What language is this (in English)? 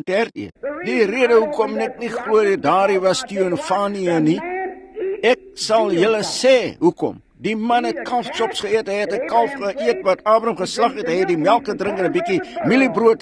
Afrikaans